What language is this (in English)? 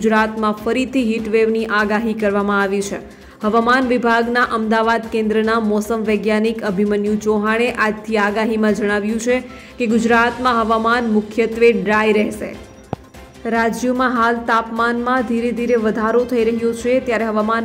Gujarati